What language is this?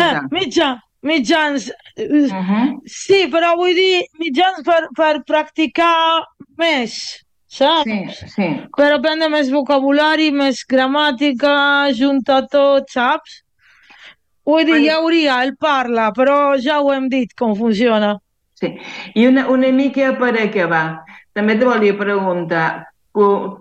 Catalan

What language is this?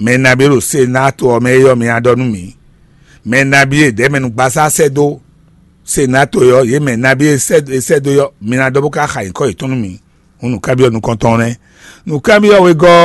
Fon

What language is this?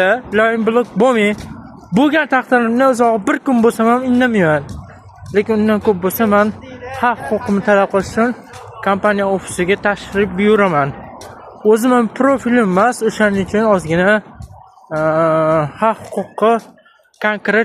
Uzbek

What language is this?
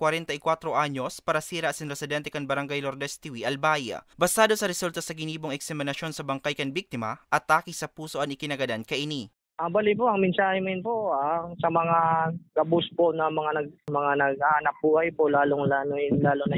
Bikol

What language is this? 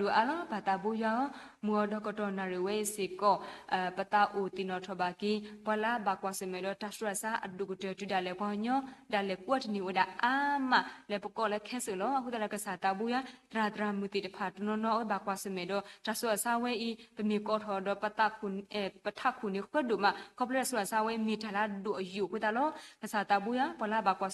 S'gaw Karen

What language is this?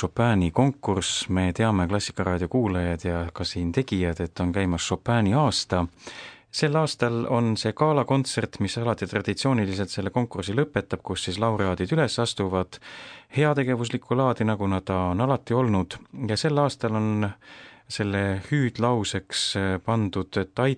Estonian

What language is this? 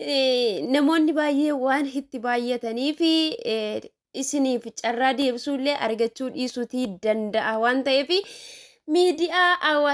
Oromo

